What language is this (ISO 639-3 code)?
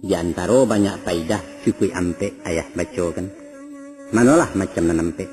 min